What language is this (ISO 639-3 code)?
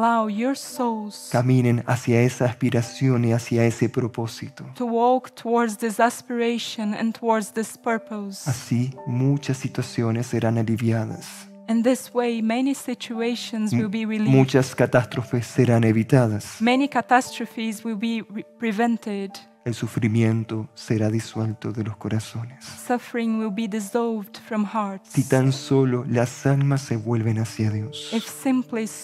spa